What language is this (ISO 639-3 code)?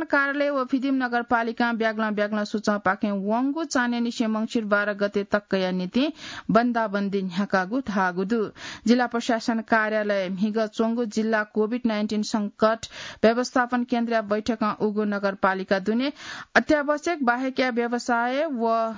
new